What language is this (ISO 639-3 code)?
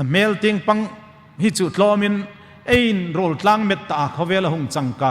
hmr